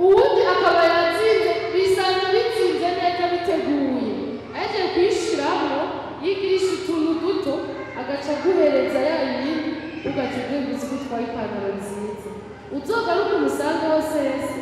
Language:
Rundi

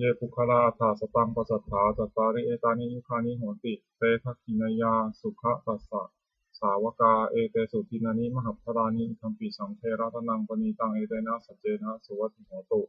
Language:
Pali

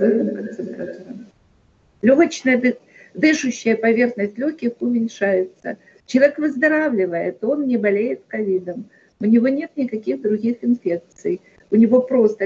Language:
Russian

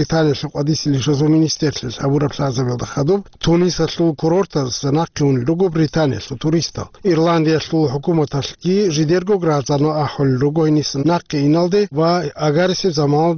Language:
Avaric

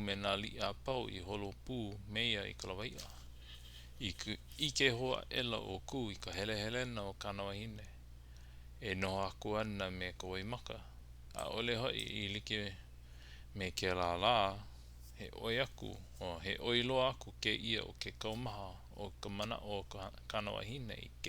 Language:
Hawaiian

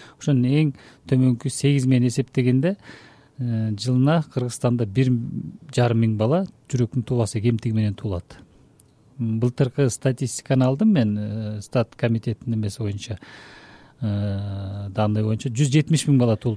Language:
Kyrgyz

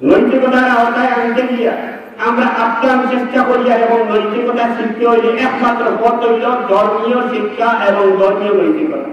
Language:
Sylheti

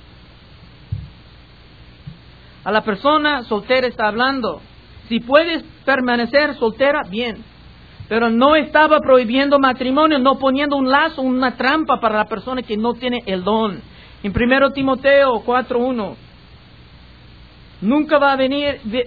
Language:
Spanish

